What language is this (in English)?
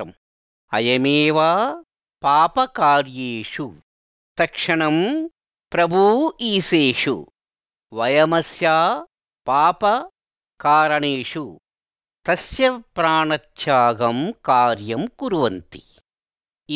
Sanskrit